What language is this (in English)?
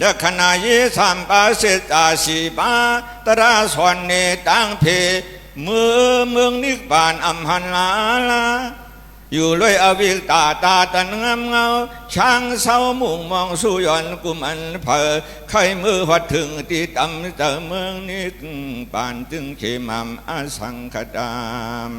Shan